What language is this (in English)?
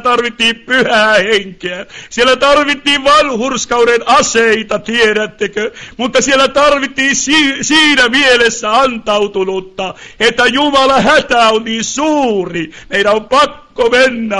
Finnish